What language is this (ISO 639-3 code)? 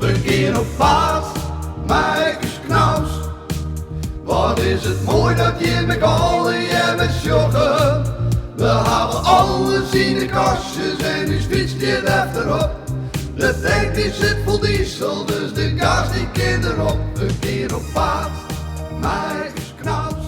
fry